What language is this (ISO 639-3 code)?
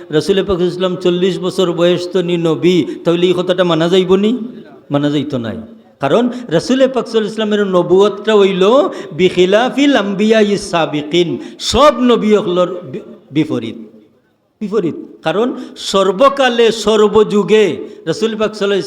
syl